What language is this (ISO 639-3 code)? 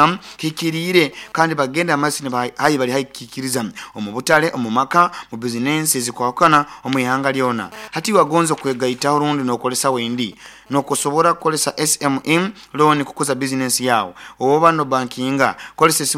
nyo